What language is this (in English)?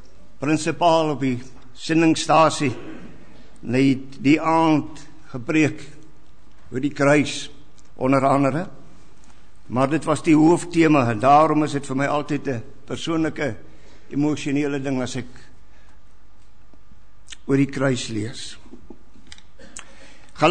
Afrikaans